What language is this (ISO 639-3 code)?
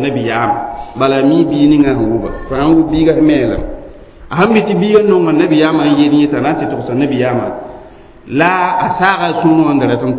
mos